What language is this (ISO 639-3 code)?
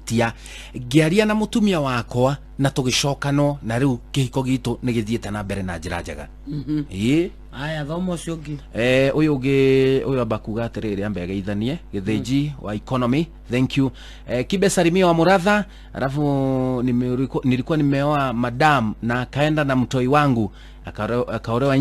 kik